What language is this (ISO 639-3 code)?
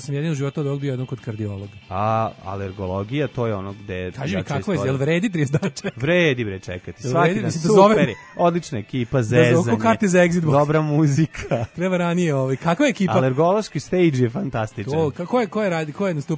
srp